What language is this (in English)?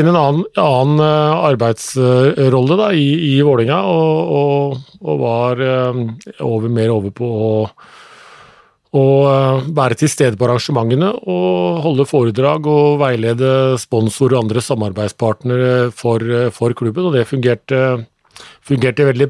Norwegian